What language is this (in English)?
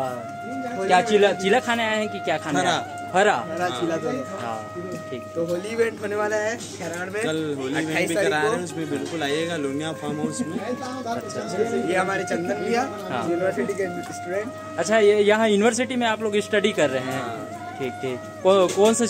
Chhattisgarhi